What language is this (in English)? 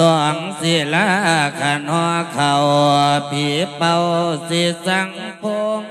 Lao